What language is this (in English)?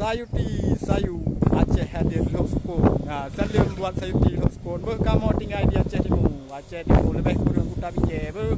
Achinese